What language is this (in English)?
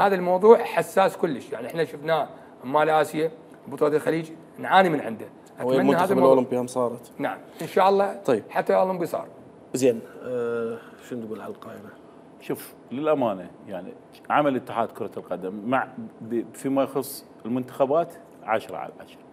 Mesopotamian Arabic